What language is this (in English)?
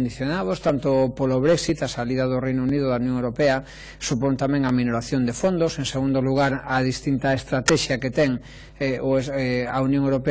Galician